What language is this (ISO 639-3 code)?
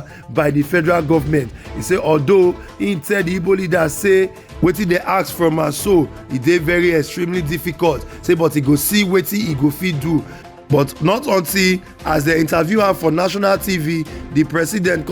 pcm